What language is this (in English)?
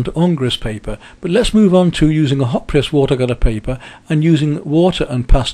English